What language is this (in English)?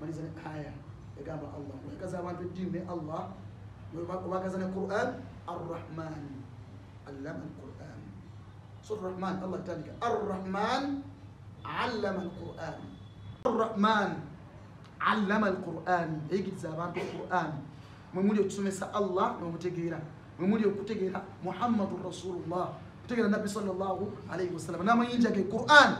Ganda